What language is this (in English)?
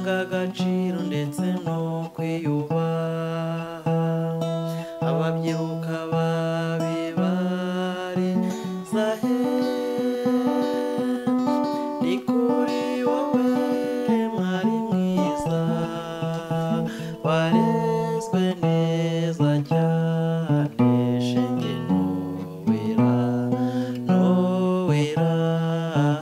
Kinyarwanda